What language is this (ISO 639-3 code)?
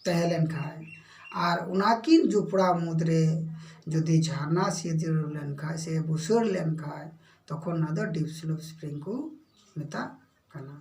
sat